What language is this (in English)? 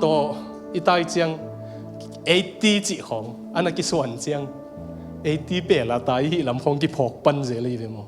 Tedim Chin